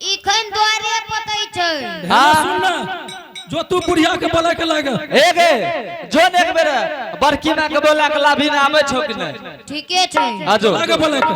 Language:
Angika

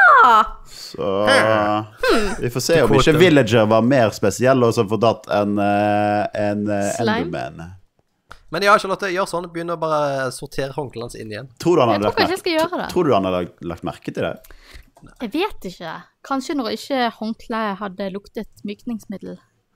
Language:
Norwegian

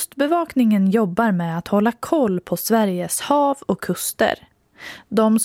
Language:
Swedish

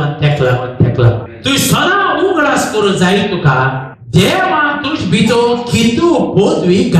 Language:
Konkani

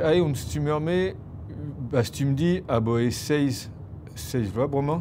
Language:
Breton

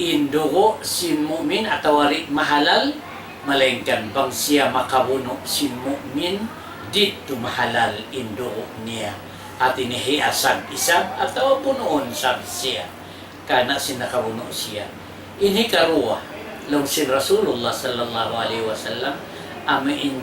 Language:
Tausug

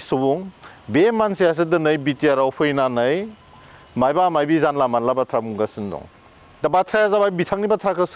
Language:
Bodo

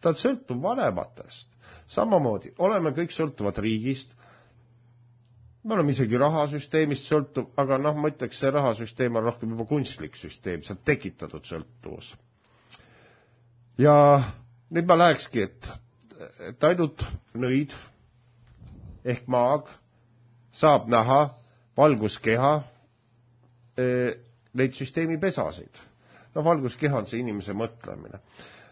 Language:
Estonian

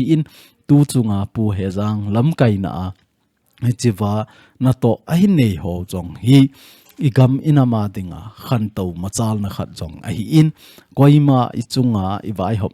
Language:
Thado Chin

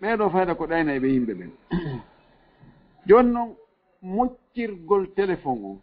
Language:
Fula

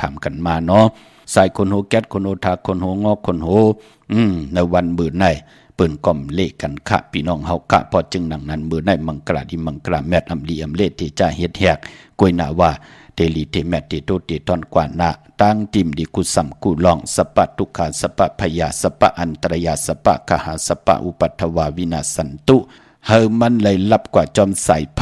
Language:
Shan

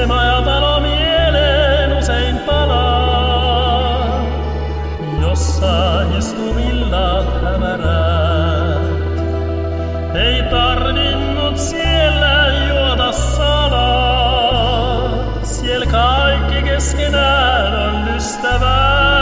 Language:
Finnish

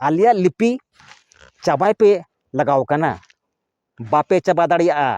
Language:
Santali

